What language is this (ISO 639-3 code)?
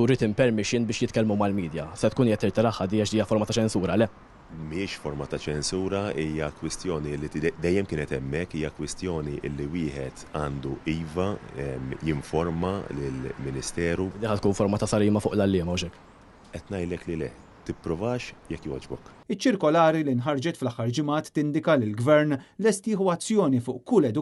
mlt